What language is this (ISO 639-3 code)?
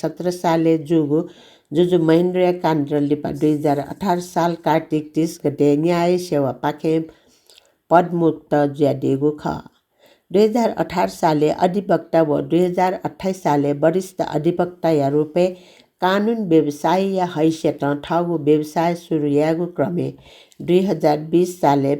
new